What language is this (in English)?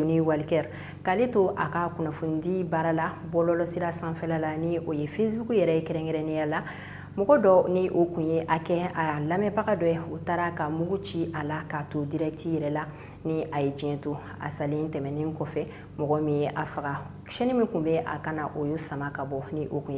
Bambara